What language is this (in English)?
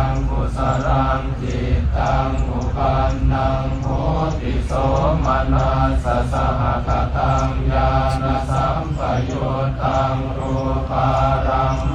Pali